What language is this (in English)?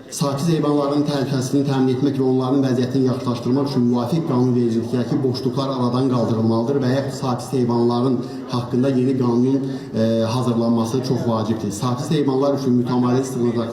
Azerbaijani